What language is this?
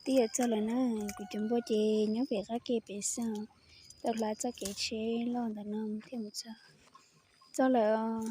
Hmong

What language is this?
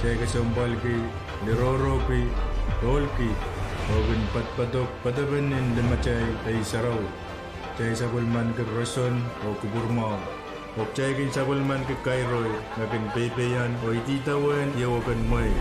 Pohnpeian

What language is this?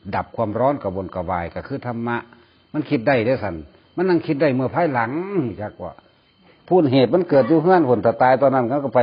Northeastern Thai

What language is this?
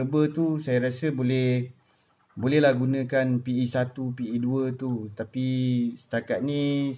Malay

